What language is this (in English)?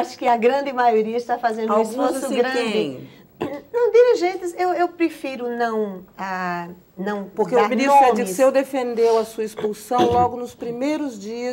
Portuguese